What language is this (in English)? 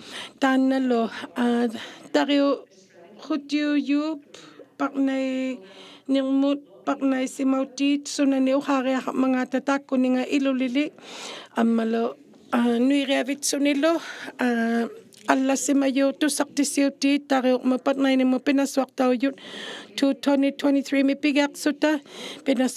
Inuktitut